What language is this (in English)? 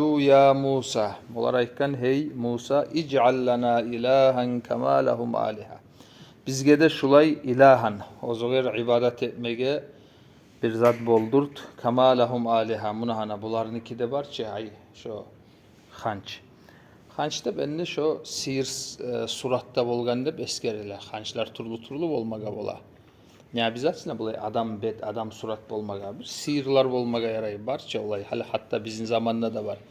Kumyk